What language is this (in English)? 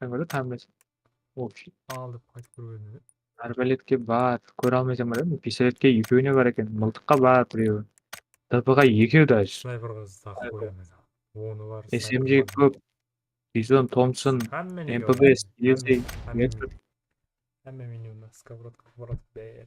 Kara-Kalpak